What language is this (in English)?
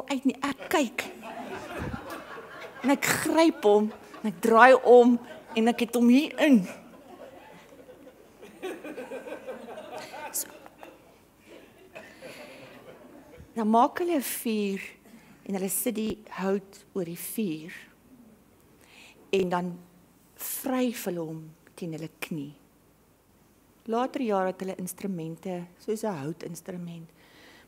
Afrikaans